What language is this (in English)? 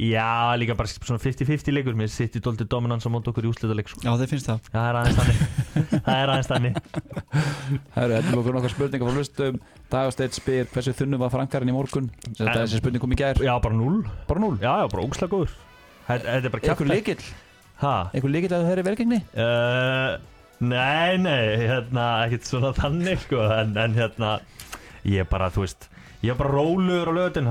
Icelandic